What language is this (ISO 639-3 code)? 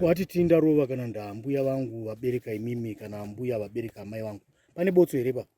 sna